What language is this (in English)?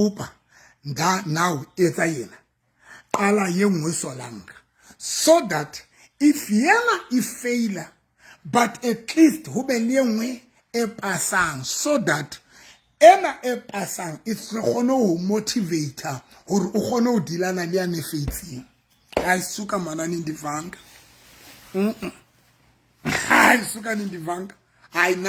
Southern Sotho